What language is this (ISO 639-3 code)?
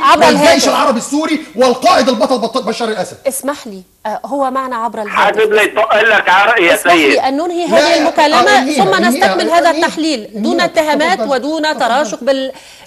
ara